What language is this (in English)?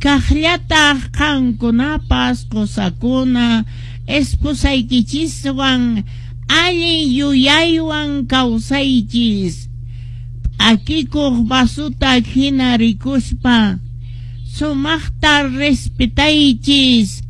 Quechua